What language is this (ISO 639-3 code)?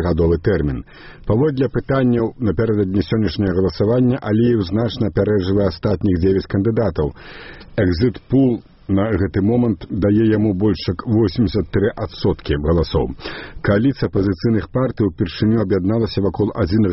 bel